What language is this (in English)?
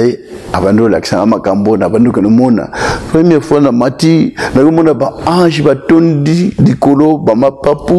Lingala